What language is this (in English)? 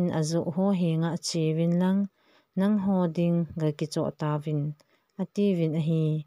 Thado Chin